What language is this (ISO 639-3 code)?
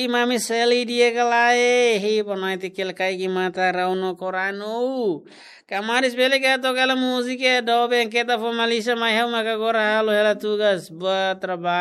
tet